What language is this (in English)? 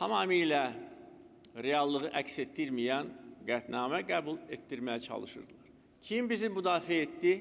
Azerbaijani